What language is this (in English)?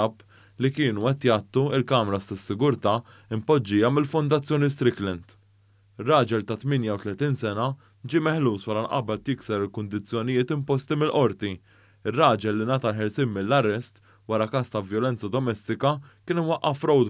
Maltese